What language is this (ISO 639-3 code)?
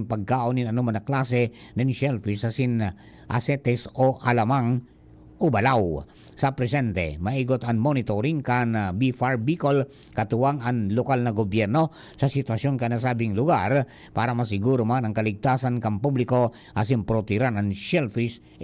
bik